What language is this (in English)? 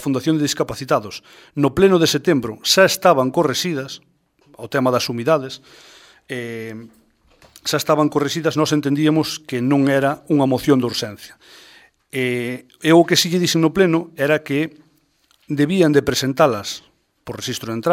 Galician